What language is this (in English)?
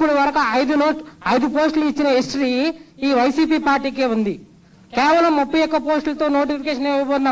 Telugu